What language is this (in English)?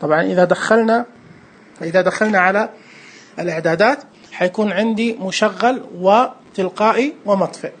Najdi Arabic